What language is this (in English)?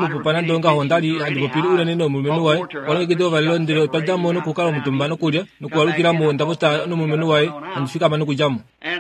Kuanyama